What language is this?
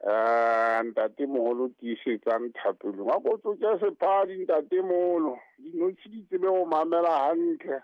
Southern Sotho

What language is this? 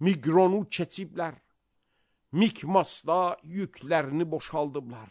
Azerbaijani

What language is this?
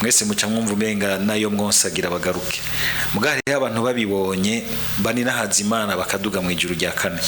Rundi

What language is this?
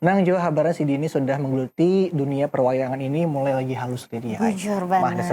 Banjar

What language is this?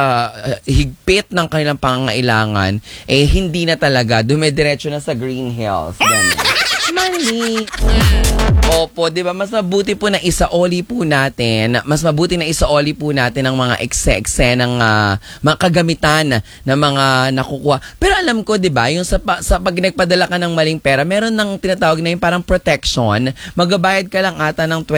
Filipino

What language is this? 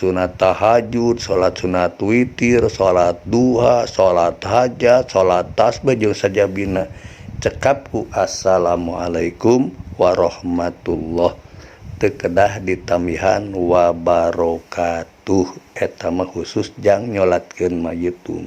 Sundanese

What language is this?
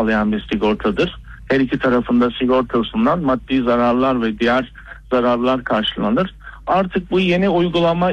Turkish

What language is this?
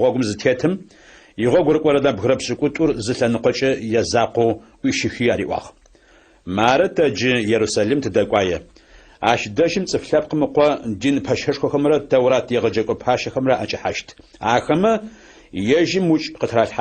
Adyghe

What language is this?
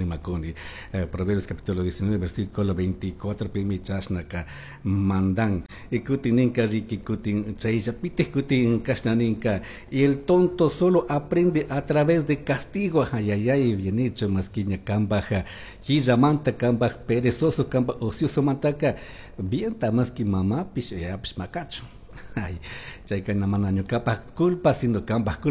Chimborazo Highland Quichua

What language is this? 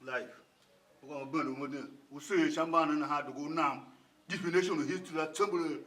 Tiv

